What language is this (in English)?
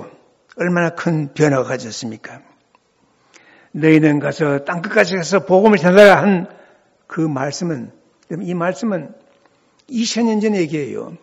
Korean